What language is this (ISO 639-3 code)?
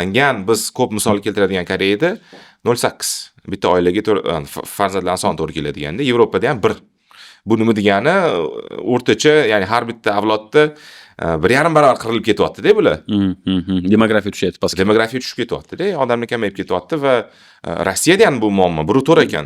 uzb